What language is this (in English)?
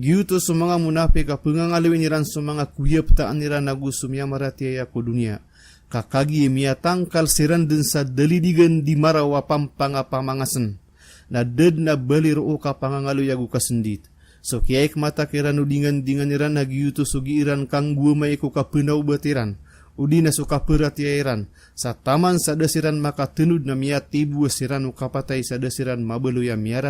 Maranao